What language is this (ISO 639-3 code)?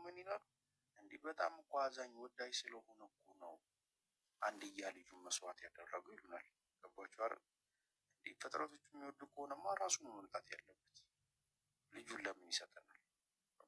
amh